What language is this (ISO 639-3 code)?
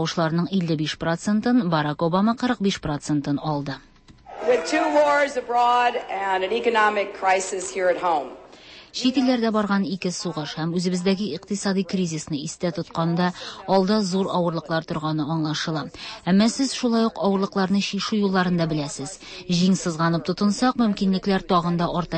tat